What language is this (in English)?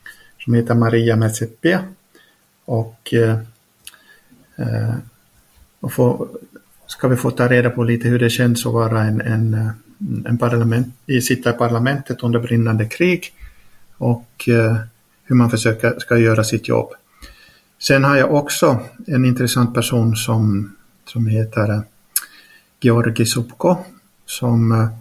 Swedish